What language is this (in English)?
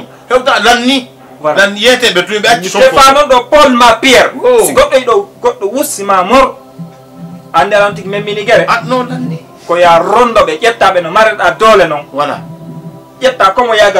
Fula